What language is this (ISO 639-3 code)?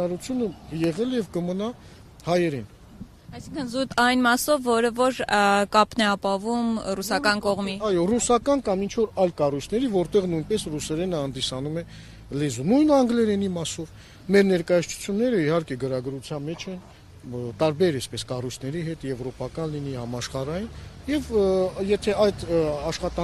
hye